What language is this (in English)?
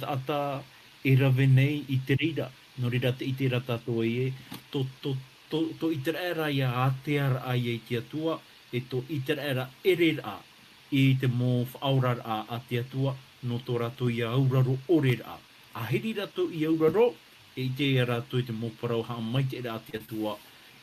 Tahitian